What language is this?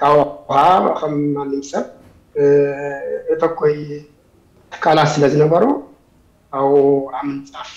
Tigrinya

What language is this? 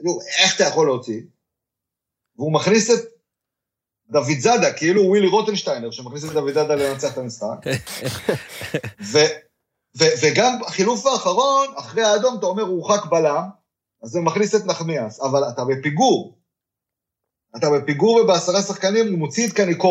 Hebrew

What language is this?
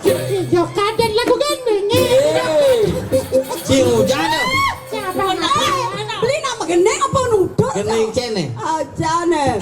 Balinese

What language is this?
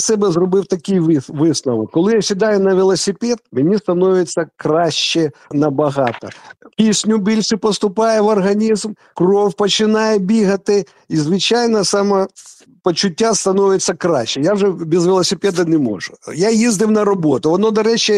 Ukrainian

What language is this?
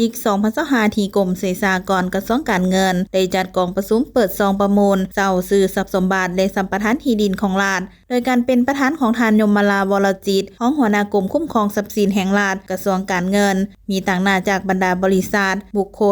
Lao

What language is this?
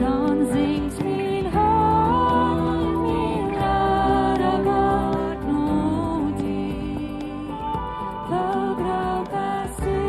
Plautdietsch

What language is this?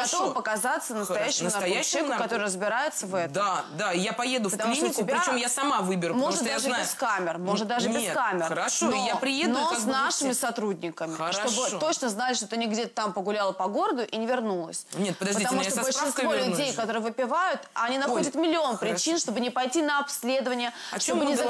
Russian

